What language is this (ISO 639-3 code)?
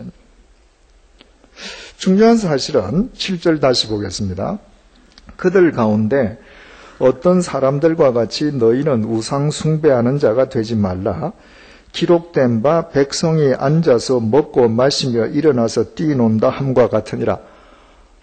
kor